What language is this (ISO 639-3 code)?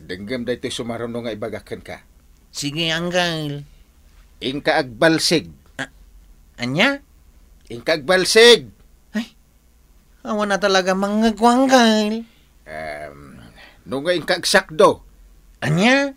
ilo